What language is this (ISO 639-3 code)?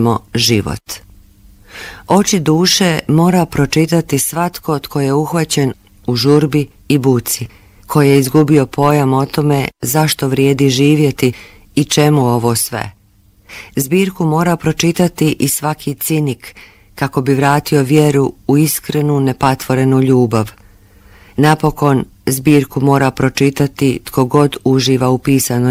bos